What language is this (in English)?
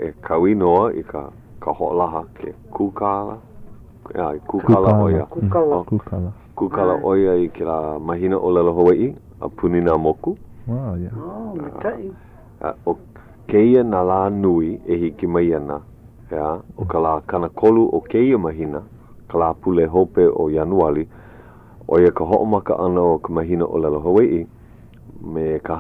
Hawaiian